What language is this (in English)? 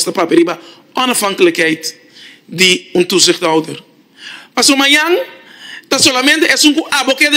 Papiamento